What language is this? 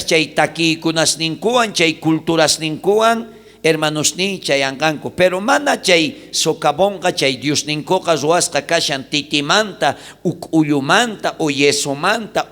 South Bolivian Quechua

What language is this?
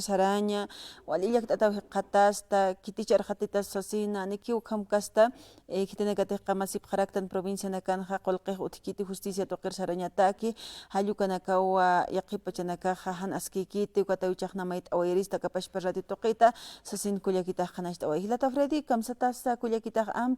Aymara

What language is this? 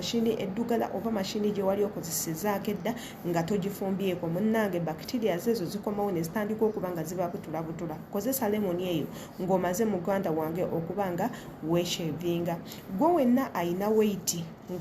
Ganda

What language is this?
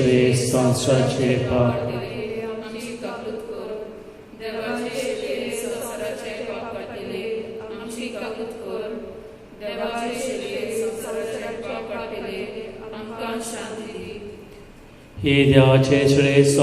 Konkani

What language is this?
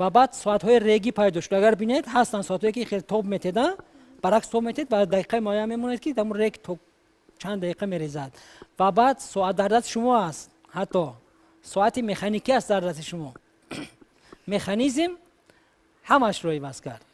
Tajik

